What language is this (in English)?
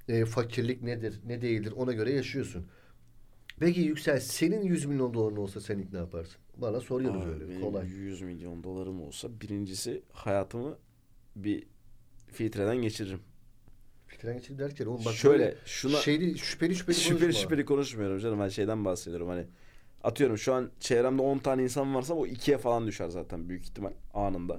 Turkish